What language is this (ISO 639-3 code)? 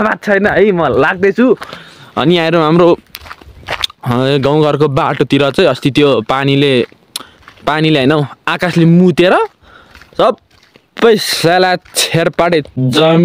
nep